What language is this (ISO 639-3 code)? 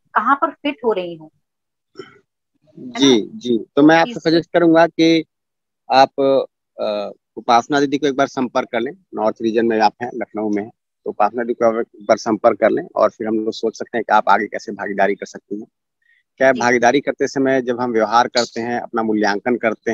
hin